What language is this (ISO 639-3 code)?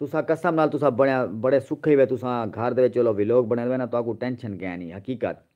skr